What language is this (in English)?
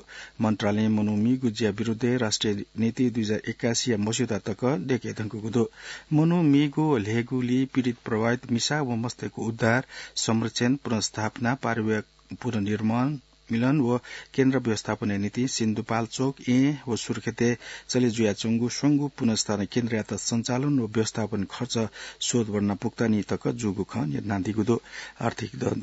Newari